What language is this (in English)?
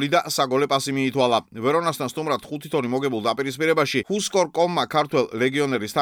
Georgian